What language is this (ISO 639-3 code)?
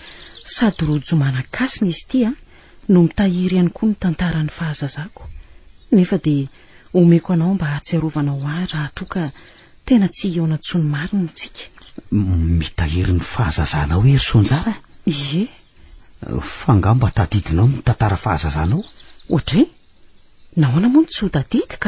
mlg